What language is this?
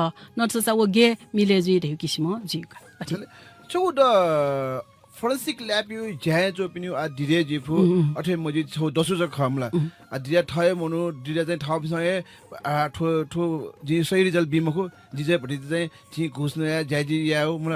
Newari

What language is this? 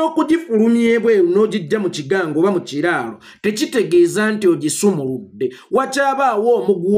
Ganda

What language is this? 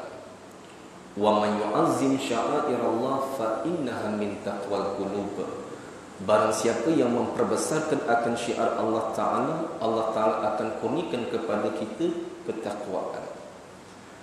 Malay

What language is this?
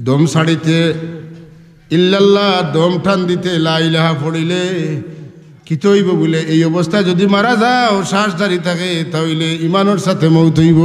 Sylheti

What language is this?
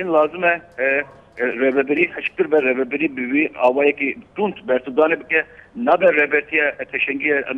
Kurdish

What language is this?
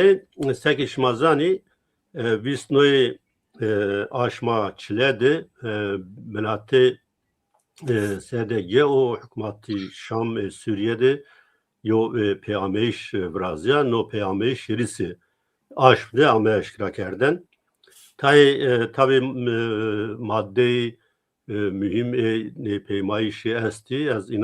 Zaza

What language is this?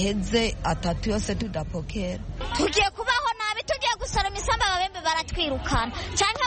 Kinyarwanda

